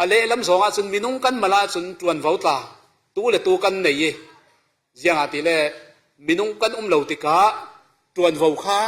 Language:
Falam Chin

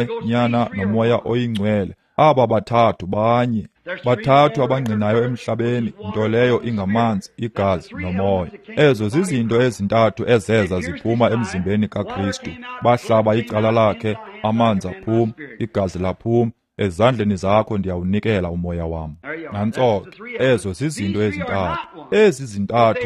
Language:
Xhosa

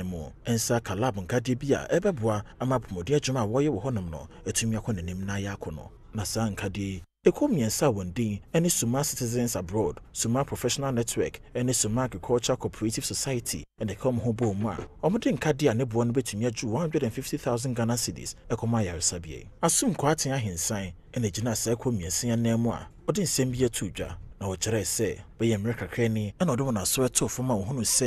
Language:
Akan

